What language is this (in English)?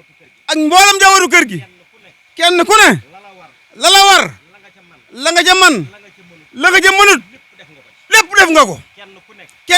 Wolof